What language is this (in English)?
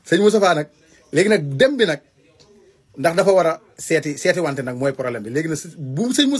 Wolof